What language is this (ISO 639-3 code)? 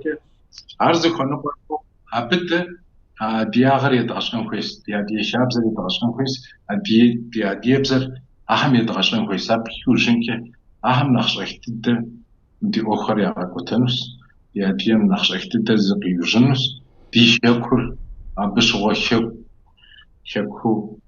kbd